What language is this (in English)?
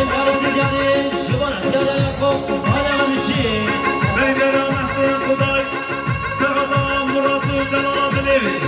Kurdish